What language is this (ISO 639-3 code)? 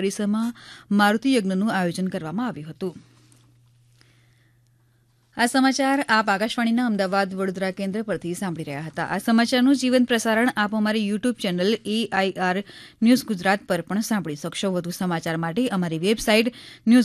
guj